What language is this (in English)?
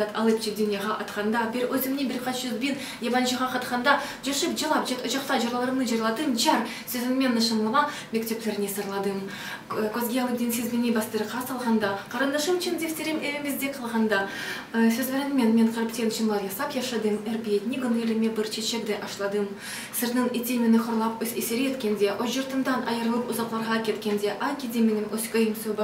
Crimean Tatar